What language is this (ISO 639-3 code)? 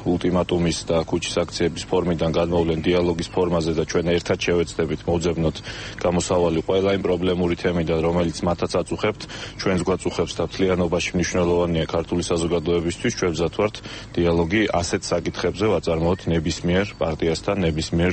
kat